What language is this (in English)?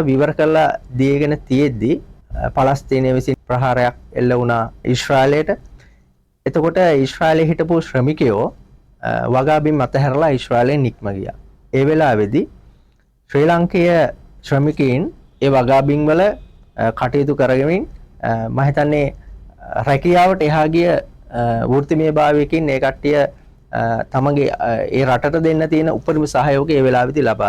Sinhala